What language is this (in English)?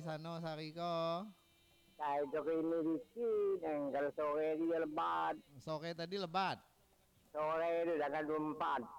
Minangkabau